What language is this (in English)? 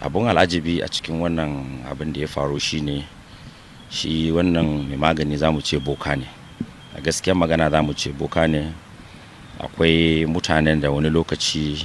Hausa